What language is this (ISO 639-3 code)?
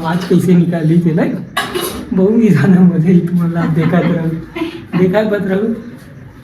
hne